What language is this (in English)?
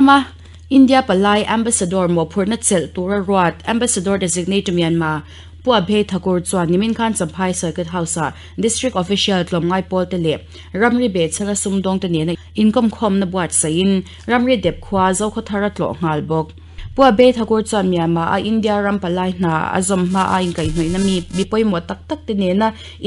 Mizo